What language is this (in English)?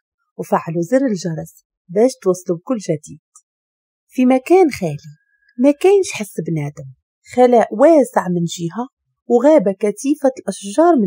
Moroccan Arabic